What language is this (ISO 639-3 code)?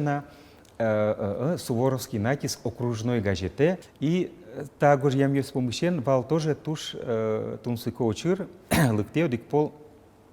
udm